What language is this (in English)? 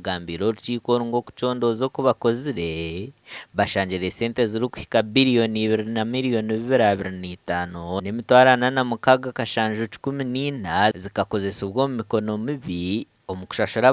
Nyankole